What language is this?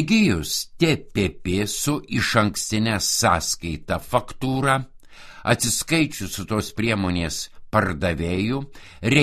Lithuanian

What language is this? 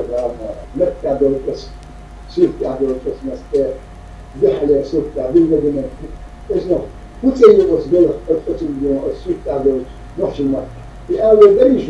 Chechen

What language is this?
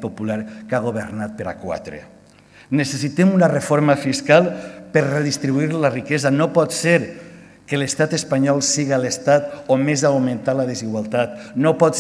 Catalan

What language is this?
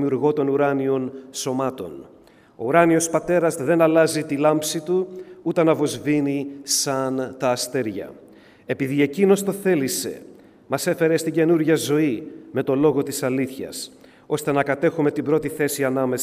Greek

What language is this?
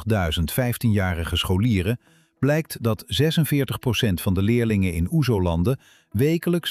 Dutch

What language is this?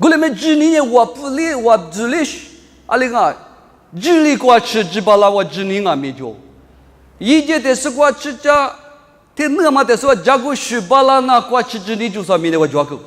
Lisu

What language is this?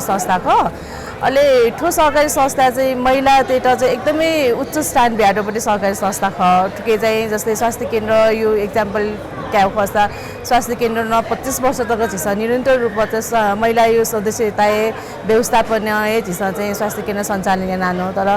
Newari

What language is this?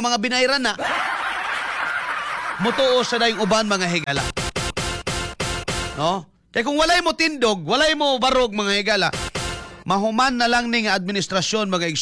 Cebuano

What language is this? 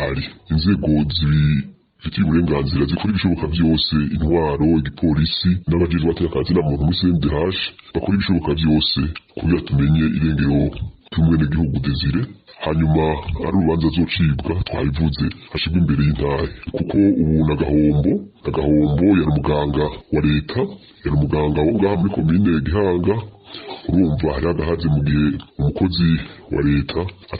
Rundi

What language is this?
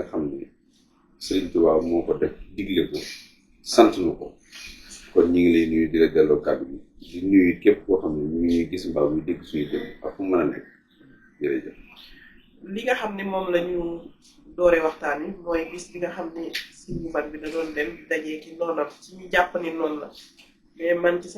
Wolof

